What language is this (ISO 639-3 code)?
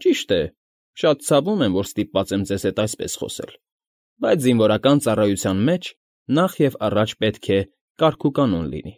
hye